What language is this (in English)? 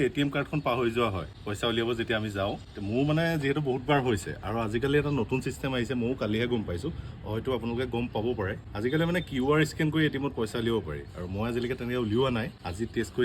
Assamese